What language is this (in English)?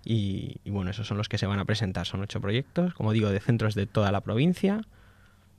Spanish